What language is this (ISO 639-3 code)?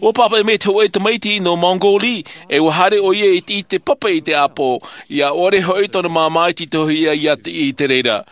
tah